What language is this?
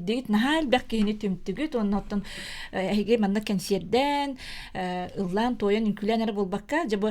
Yakut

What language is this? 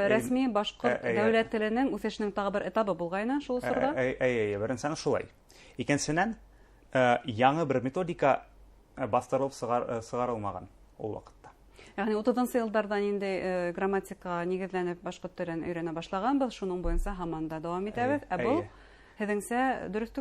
Bashkir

